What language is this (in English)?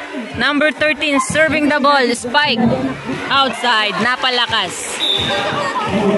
Filipino